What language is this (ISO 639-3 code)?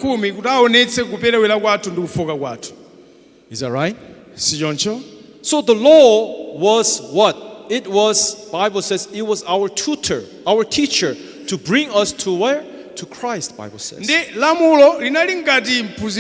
nya